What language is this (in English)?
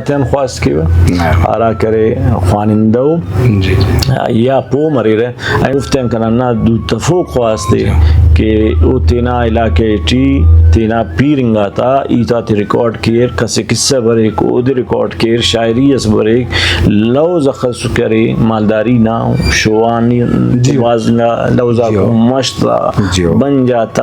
Brahui